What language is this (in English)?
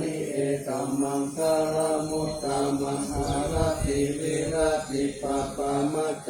Pali